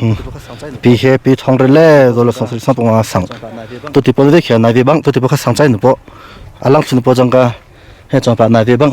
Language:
Hakha Chin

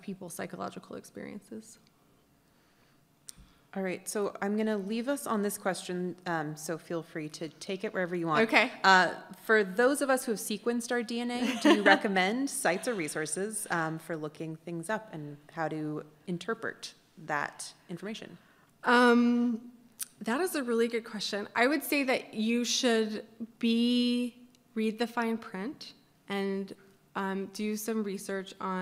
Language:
English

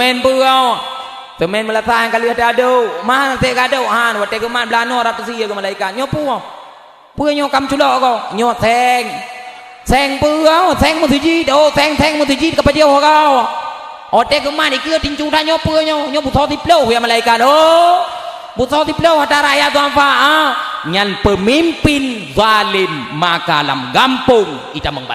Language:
Achinese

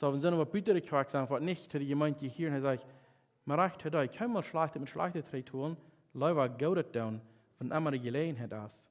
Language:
Plautdietsch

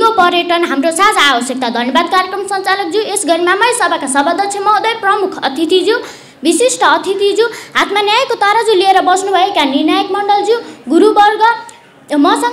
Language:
Nepali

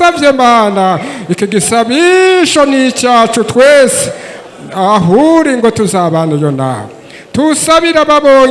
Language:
Rundi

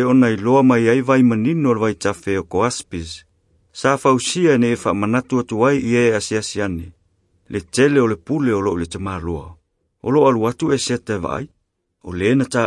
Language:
Samoan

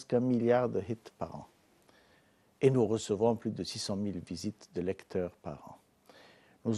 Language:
French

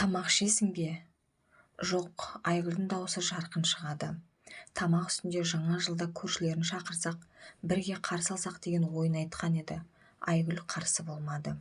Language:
Kazakh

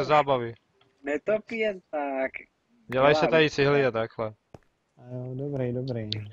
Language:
Czech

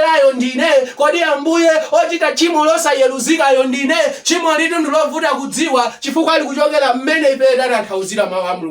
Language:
Nyanja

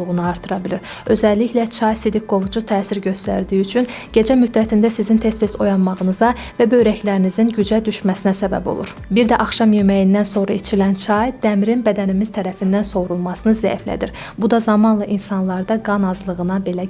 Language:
Azerbaijani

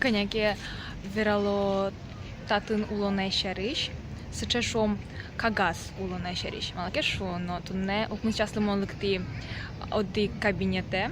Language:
Udmurt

